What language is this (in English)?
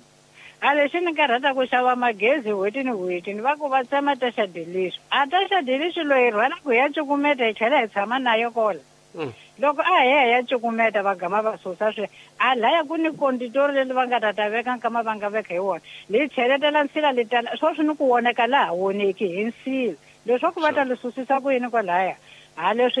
Tsonga